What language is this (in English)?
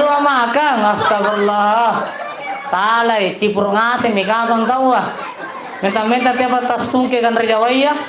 Makasar